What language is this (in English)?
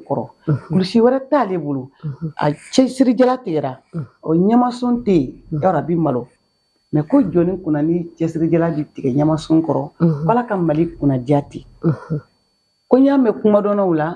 Bambara